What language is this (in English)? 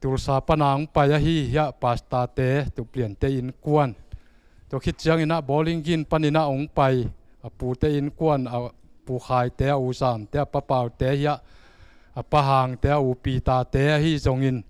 Tedim Chin